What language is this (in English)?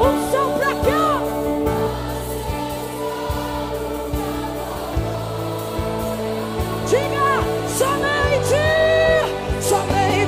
Portuguese